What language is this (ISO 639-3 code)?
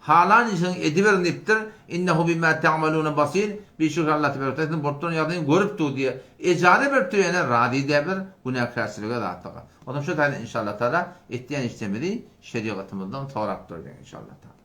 tuk